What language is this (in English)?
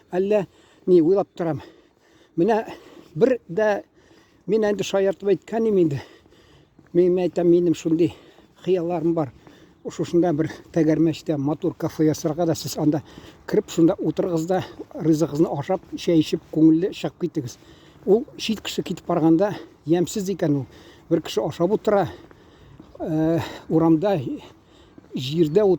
Tatar